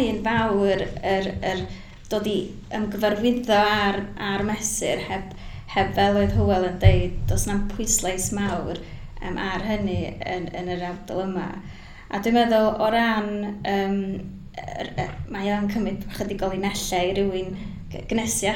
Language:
Welsh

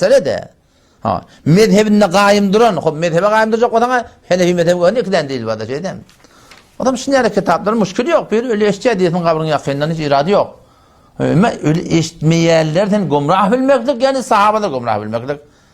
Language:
Turkmen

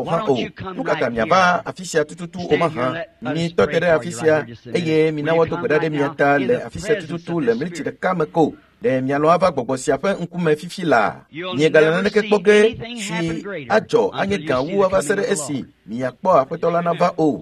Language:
Ewe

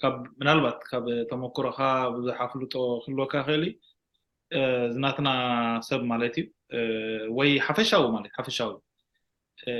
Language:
Tigrinya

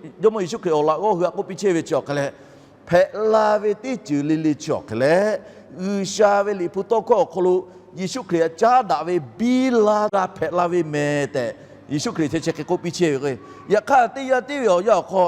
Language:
Lahu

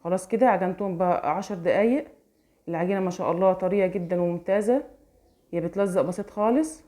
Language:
Egyptian Arabic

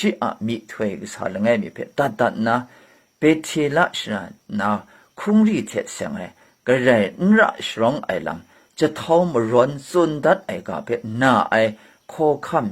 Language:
Kachin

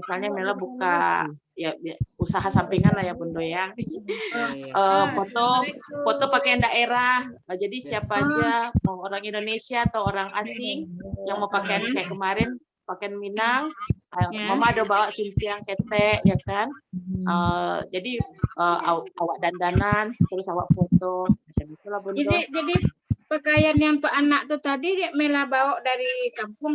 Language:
Minangkabau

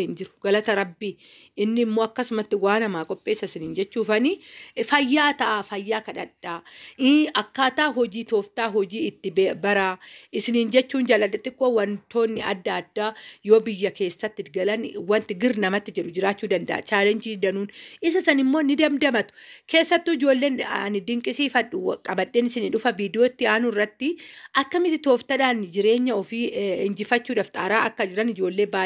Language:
Oromo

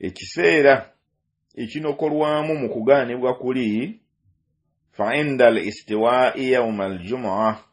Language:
Ganda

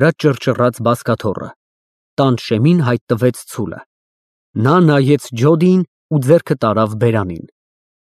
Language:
Armenian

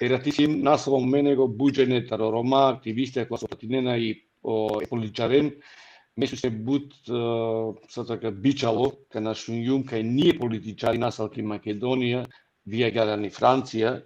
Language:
Balkan Romani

